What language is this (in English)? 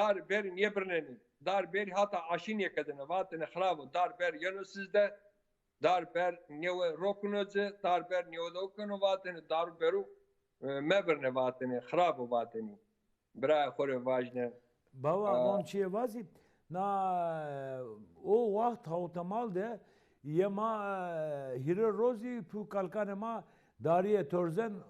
Zaza